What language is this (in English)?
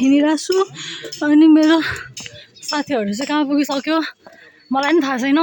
Nepali